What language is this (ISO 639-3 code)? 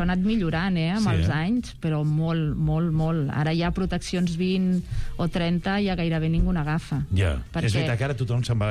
cat